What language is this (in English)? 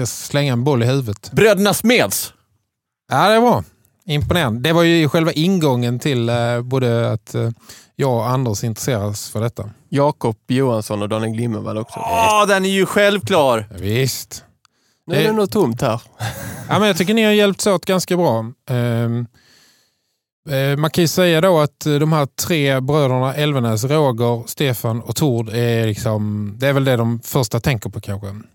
Swedish